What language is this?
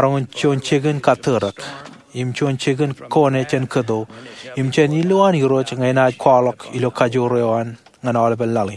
Marshallese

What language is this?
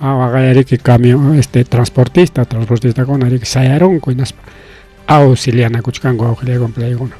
Ayacucho Quechua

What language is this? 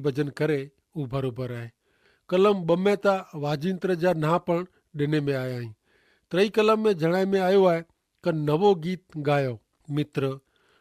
Kachhi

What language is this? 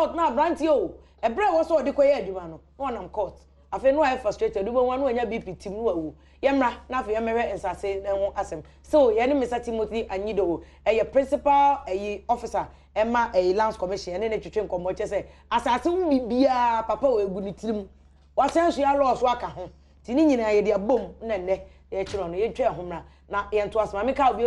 Akan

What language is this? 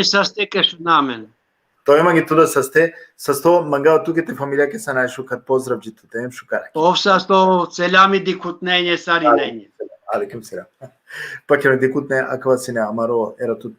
Balkan Romani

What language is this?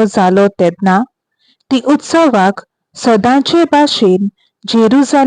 Konkani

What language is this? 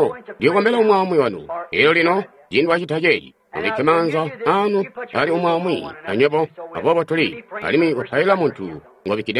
Tonga (Zambia)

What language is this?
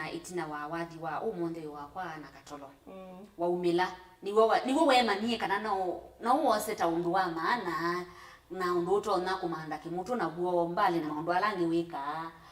Kamba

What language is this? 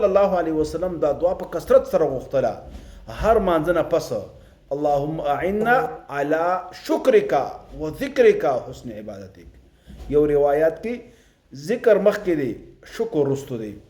Pashto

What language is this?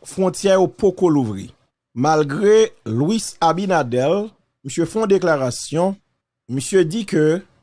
Haitian Creole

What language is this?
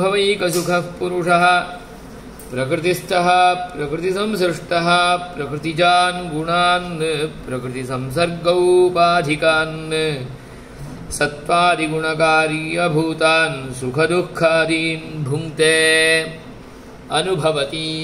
Sanskrit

